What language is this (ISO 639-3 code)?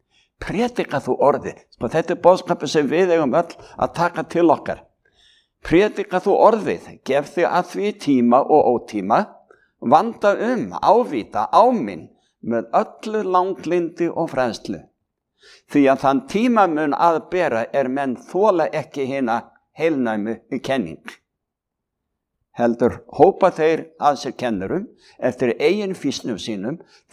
isl